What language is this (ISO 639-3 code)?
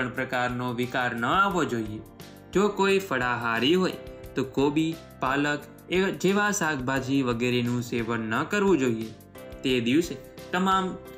guj